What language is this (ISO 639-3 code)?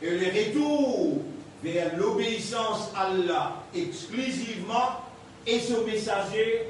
mfe